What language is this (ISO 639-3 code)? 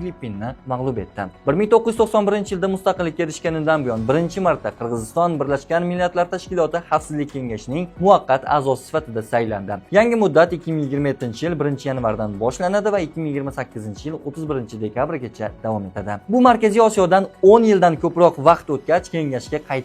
uzb